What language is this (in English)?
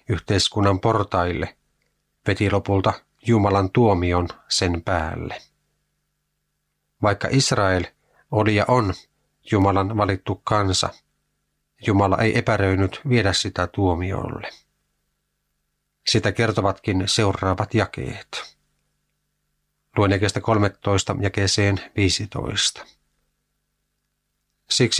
Finnish